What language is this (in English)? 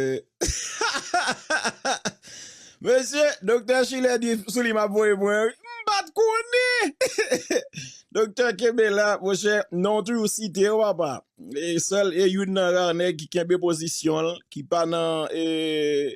Haitian Creole